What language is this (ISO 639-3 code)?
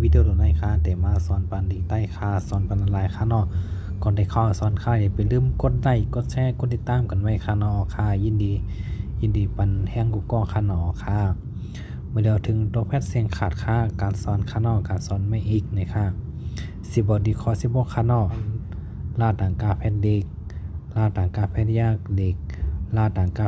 shn